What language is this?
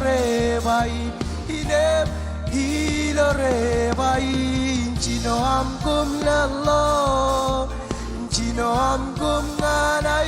Marshallese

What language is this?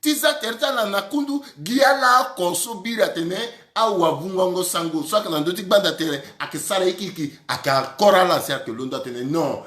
Sango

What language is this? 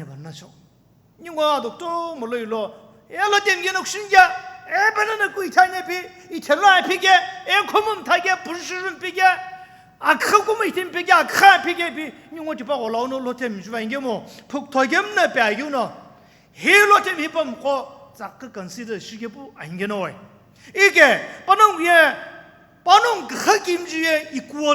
Sumi Naga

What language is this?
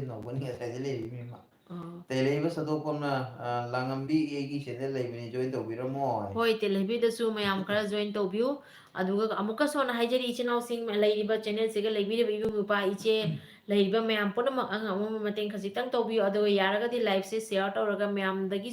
Manipuri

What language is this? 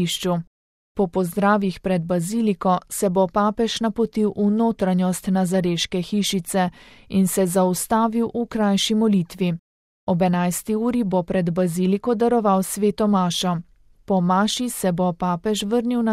Slovenian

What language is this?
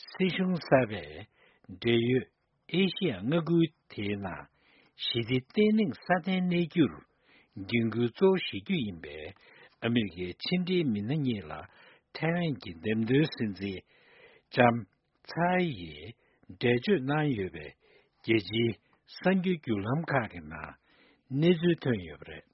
Tibetan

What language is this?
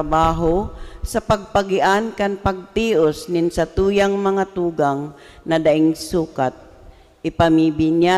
Bikol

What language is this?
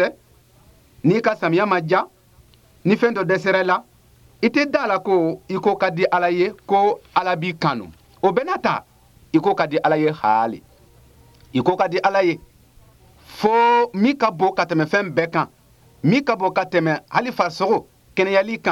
Bambara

